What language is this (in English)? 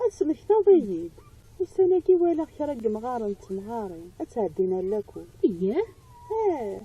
Kabyle